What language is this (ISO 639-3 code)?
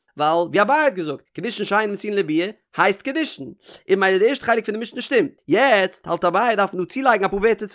yid